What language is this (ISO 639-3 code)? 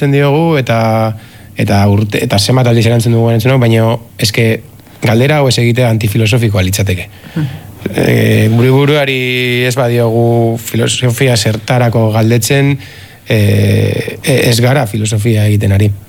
eus